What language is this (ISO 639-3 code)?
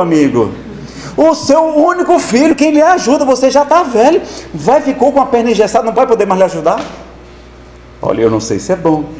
por